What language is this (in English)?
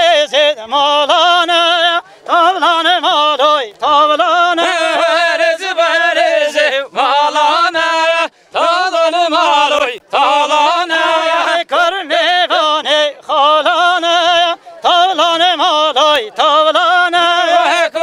Kurdish